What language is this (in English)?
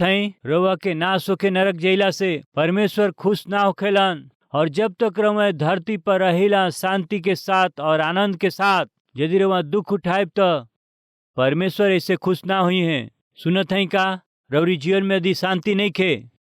Bhojpuri